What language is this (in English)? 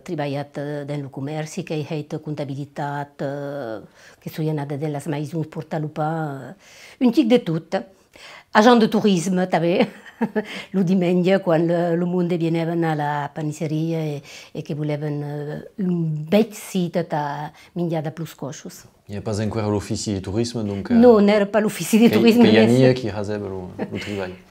Occitan